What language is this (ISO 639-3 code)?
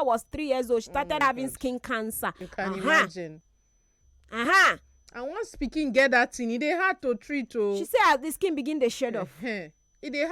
pcm